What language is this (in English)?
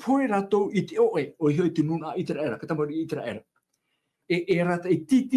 Tahitian